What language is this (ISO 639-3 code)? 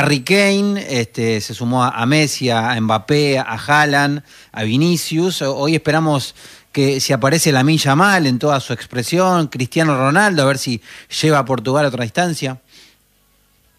spa